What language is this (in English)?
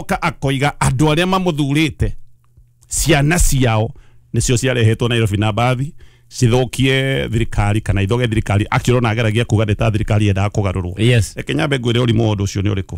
Kikuyu